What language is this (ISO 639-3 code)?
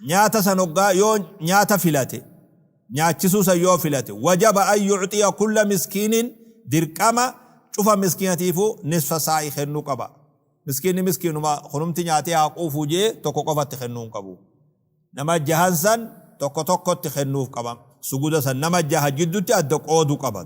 orm